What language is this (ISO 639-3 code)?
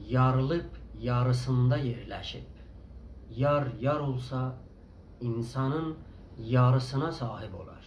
azb